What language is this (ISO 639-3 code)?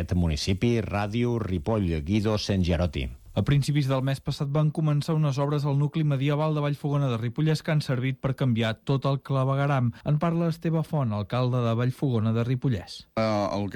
cat